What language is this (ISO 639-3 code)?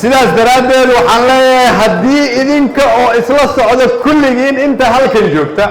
som